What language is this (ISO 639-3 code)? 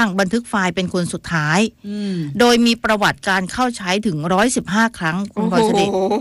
tha